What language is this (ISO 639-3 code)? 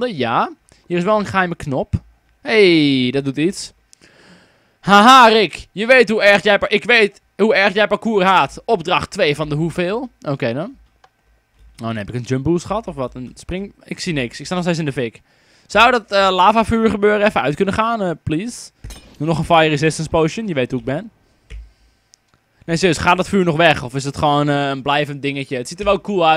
nld